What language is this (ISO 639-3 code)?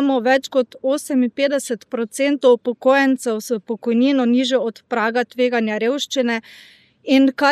slv